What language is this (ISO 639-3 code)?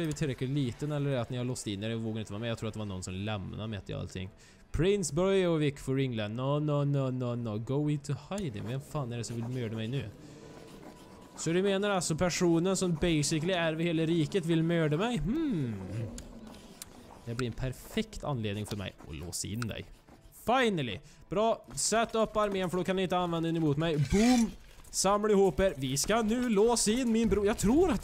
swe